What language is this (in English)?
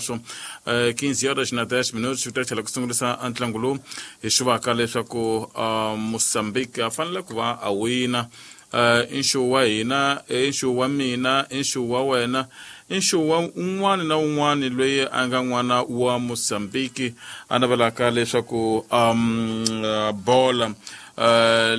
Tsonga